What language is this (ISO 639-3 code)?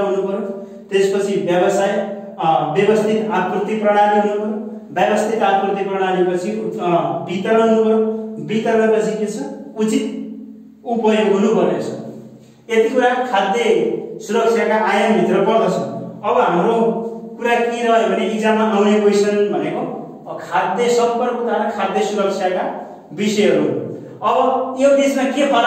nep